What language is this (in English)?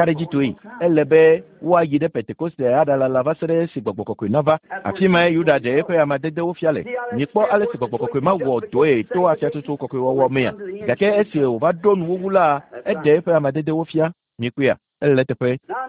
Ewe